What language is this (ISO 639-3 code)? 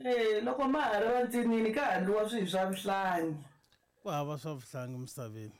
tso